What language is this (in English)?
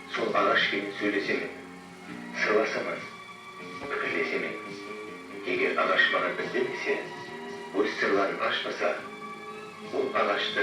Kara-Kalpak